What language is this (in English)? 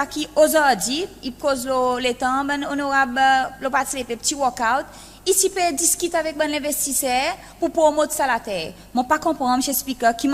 Seselwa Creole French